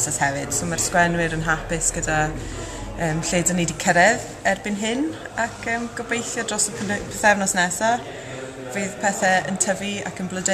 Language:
Welsh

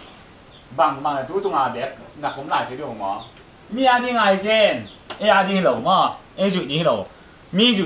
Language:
Tedim Chin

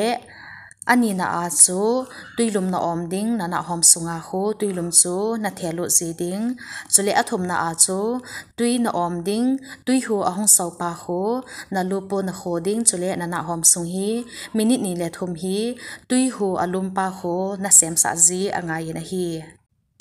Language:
Thado Chin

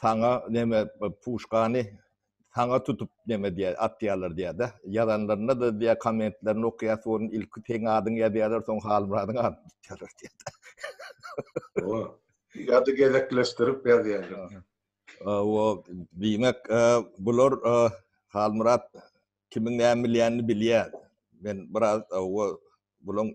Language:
Turkmen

